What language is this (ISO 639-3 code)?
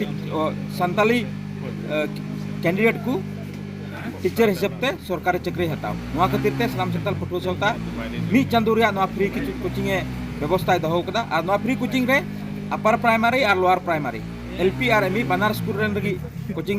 sat